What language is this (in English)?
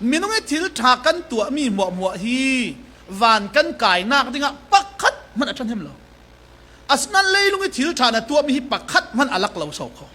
Falam Chin